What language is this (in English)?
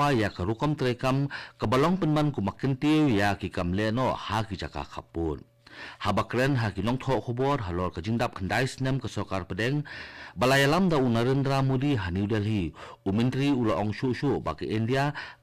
Khasi